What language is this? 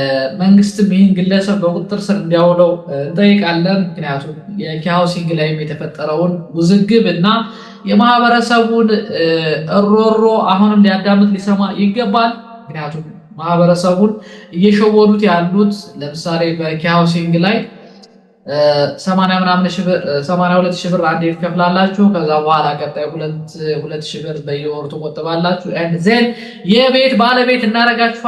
Amharic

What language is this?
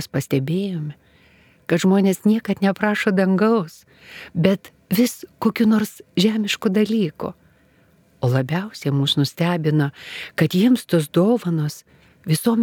Lithuanian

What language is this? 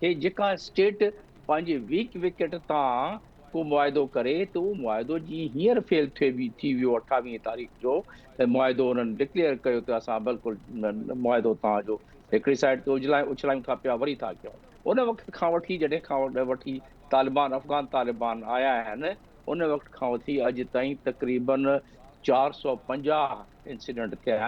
Sindhi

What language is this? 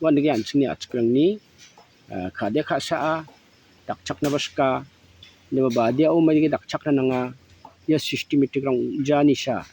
Garo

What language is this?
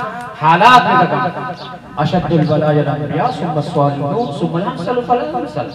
Baluchi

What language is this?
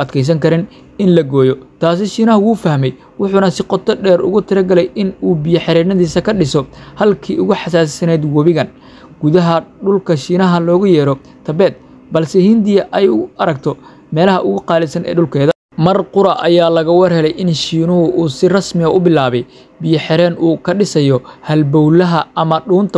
Somali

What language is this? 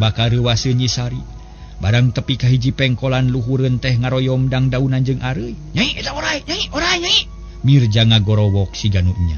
Sundanese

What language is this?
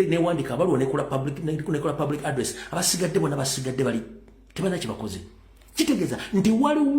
Ganda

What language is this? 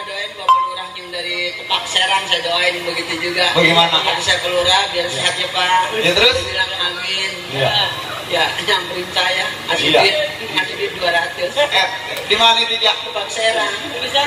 Betawi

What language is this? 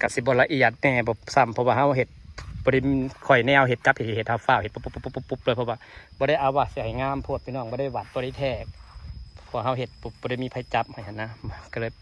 Lao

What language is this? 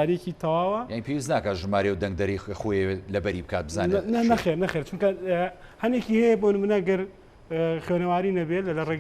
Central Kurdish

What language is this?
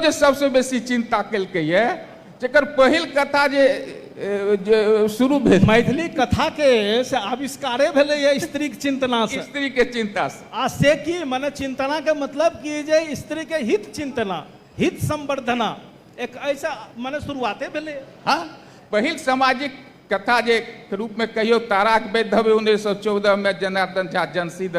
Maithili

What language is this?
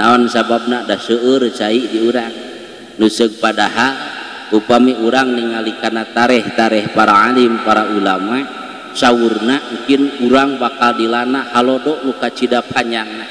Sundanese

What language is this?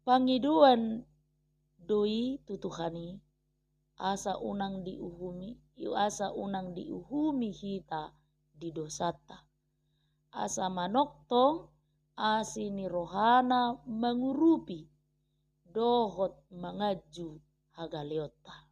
Batak Toba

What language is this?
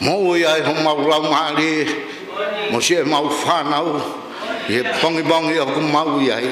Tongan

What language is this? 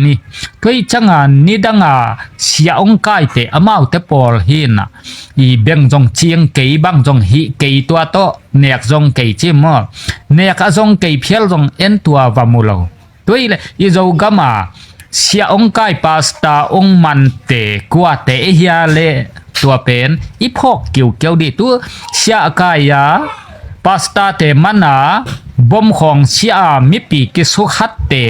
Tedim Chin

